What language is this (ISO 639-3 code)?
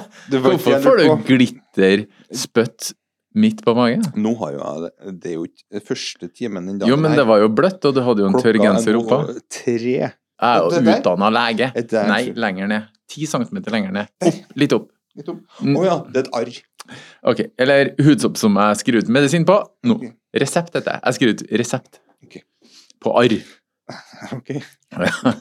nor